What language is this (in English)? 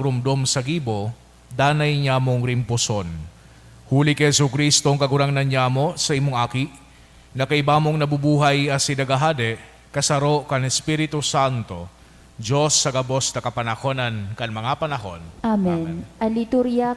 Bikol